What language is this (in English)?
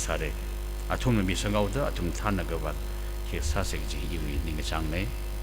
Tangkhul Naga (India)